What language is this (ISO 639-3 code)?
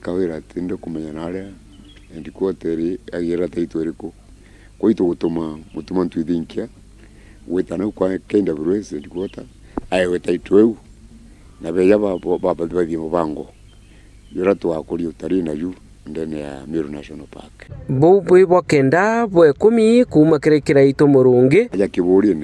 mer